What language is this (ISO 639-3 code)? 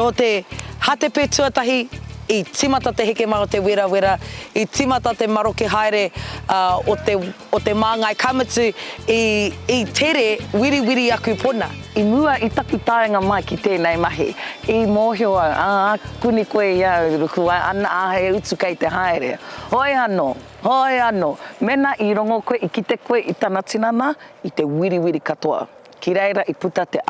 mri